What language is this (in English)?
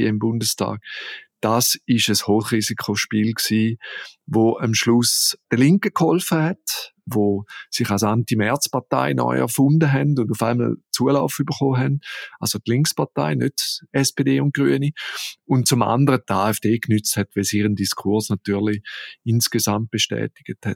German